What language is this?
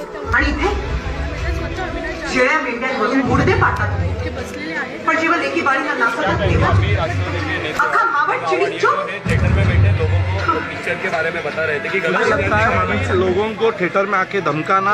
Marathi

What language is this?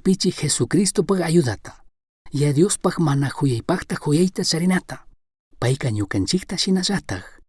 Chimborazo Highland Quichua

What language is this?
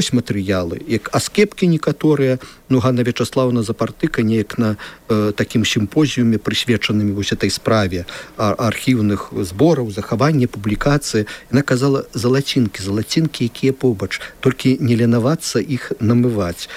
Belarusian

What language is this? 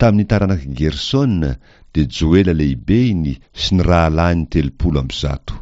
Malagasy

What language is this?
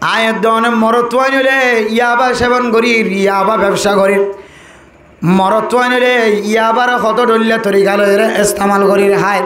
Rohingya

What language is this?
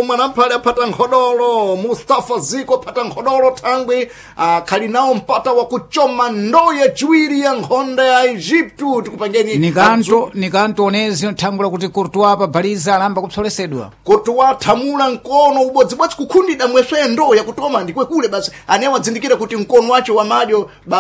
Sena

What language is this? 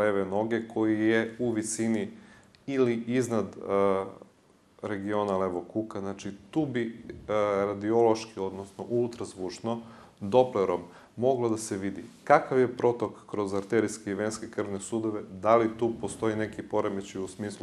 Serbian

